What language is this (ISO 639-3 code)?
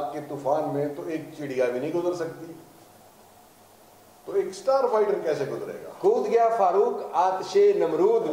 urd